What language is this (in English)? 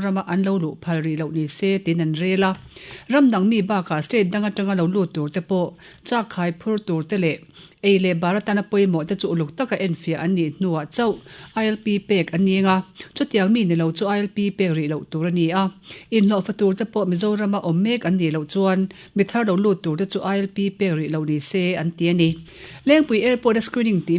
Mizo